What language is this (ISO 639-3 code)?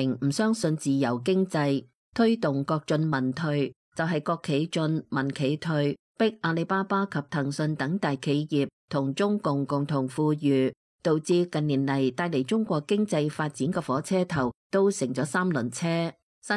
yue